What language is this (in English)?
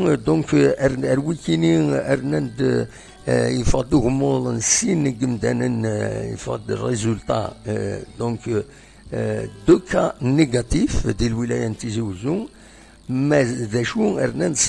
Kabyle